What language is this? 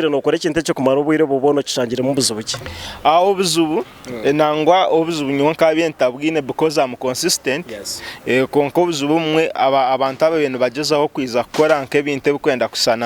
Nyankole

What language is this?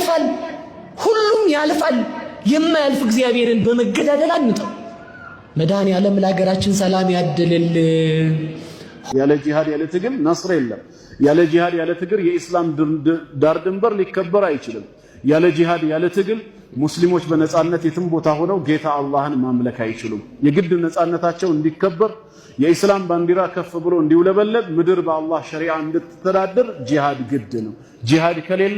Amharic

